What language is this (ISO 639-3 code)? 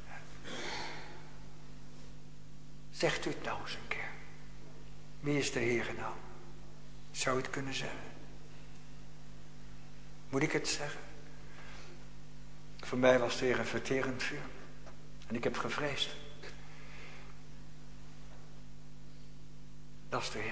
nld